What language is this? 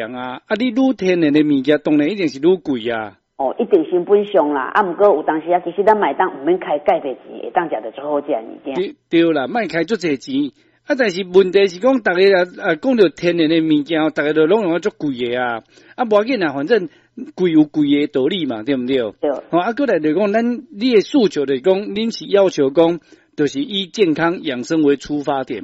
Min Nan Chinese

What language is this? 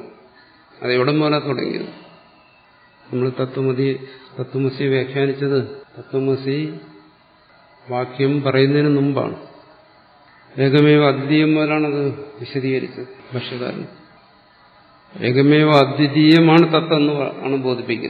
Malayalam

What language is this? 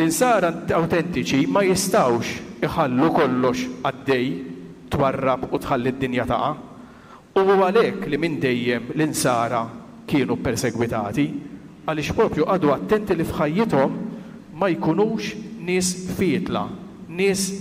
Maltese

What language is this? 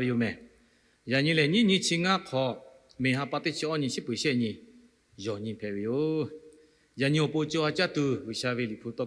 Lahu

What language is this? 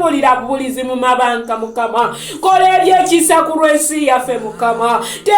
Ganda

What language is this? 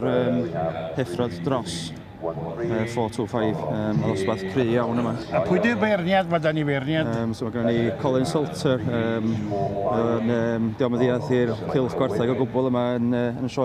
Welsh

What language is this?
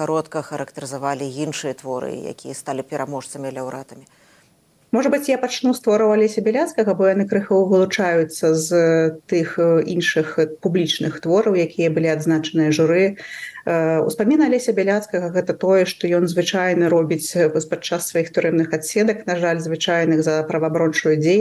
Belarusian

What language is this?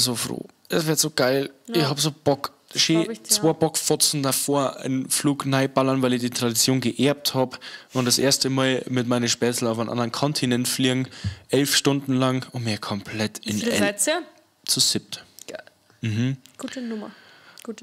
Bavarian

